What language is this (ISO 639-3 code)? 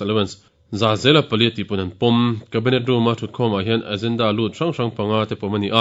lus